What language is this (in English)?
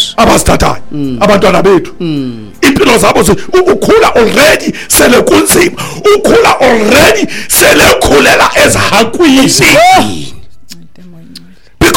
Xhosa